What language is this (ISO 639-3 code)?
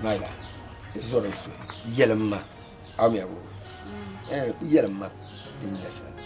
dag